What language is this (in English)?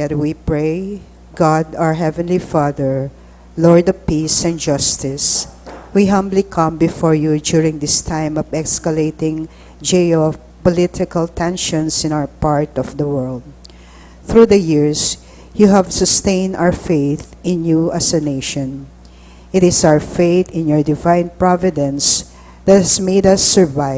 Pampanga